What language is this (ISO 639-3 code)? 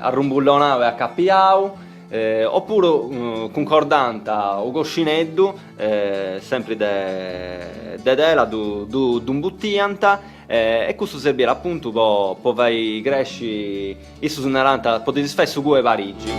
srd